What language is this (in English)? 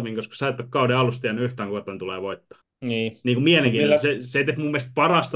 Finnish